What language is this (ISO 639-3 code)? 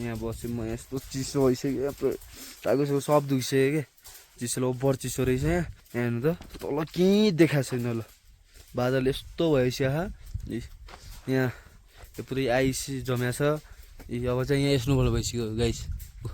nep